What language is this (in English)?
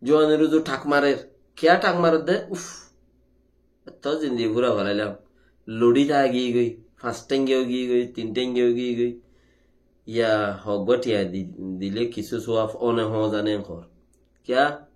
Rohingya